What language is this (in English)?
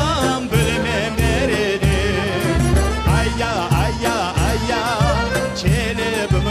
Crimean Tatar